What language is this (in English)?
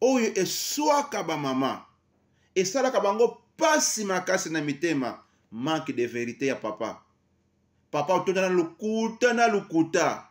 Lingala